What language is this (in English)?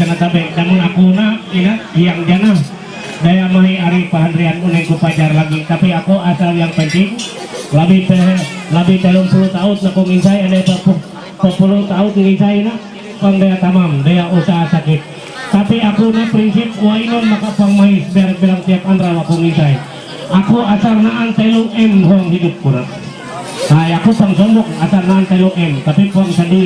Ma'anyan